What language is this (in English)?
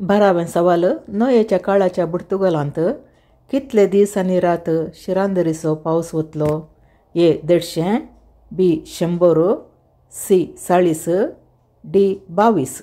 Konkani